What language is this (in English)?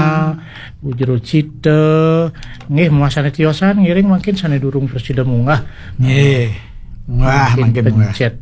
Balinese